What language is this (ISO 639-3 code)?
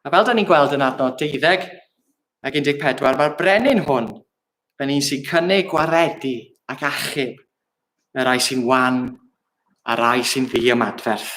cym